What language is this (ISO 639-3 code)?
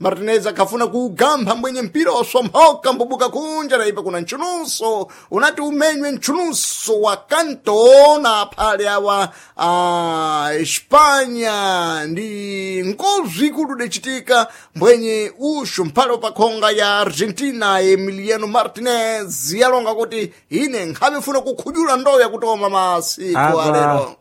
seh